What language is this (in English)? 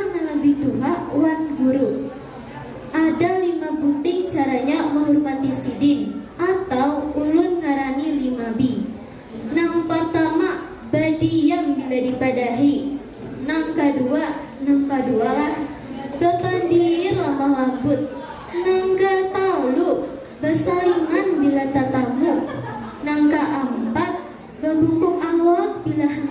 Banjar